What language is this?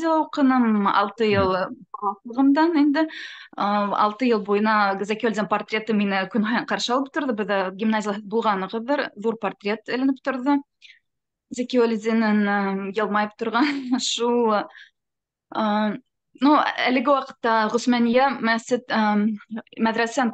Bashkir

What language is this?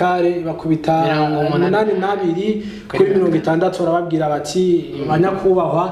Rundi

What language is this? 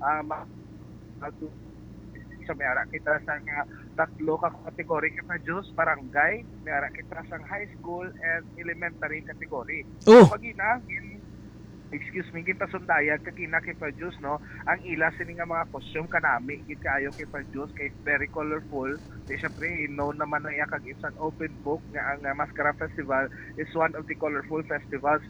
Hiligaynon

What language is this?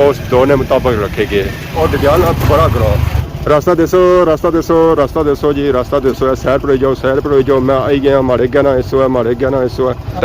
Pahari-Potwari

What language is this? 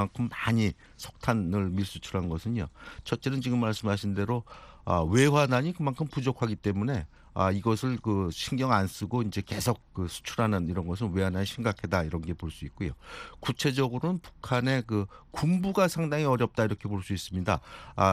Korean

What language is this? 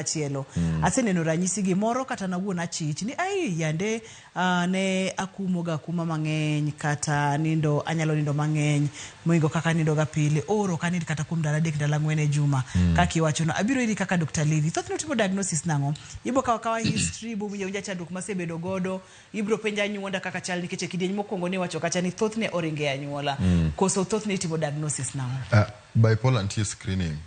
Luo (Kenya and Tanzania)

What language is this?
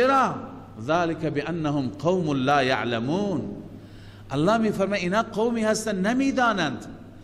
Persian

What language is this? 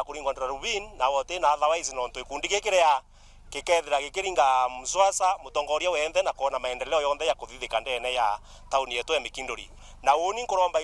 Meru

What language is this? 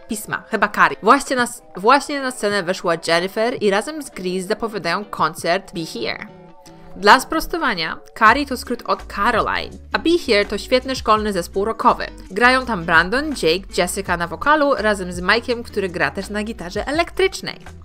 Polish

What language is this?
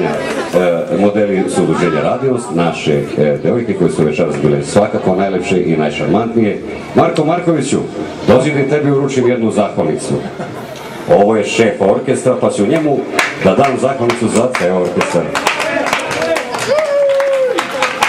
Serbian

